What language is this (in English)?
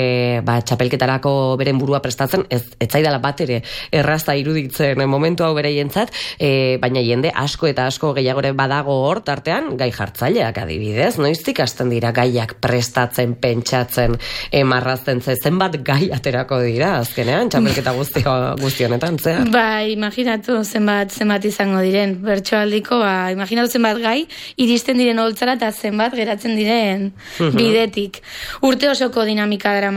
Basque